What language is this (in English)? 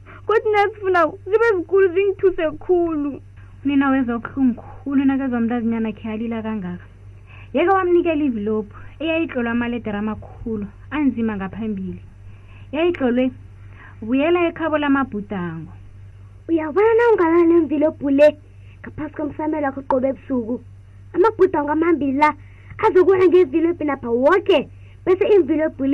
South Ndebele